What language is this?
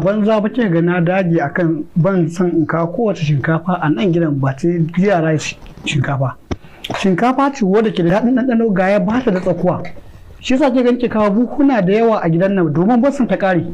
Hausa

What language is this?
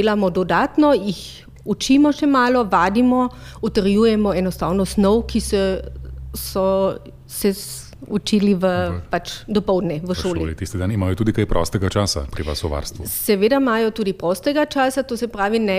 Slovenian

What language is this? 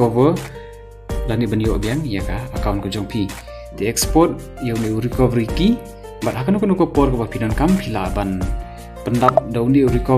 Khasi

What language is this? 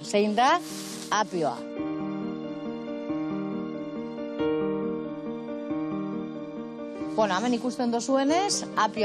Basque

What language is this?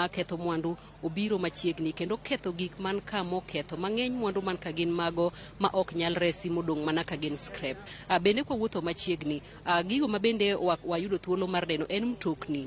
Luo (Kenya and Tanzania)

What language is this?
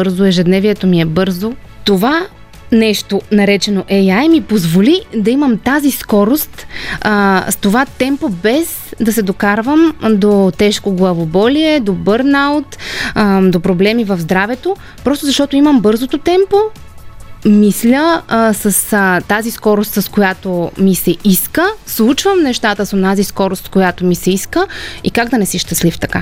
Bulgarian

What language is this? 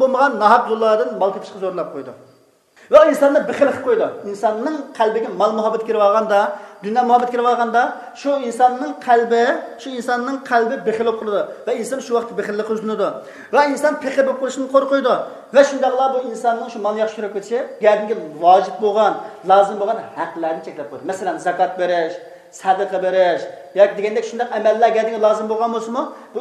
Uyghur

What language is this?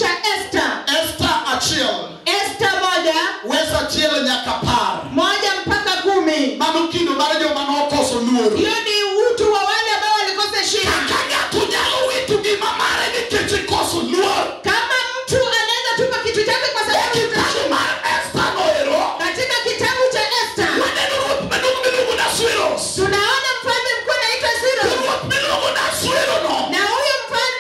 Luo (Kenya and Tanzania)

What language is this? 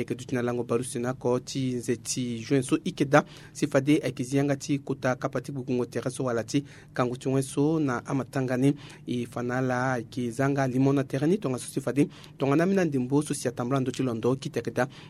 Sango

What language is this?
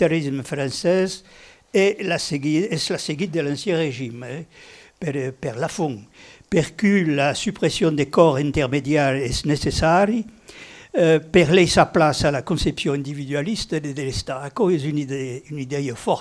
Occitan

